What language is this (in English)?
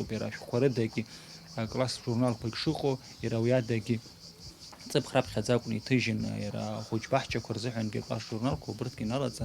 Abkhazian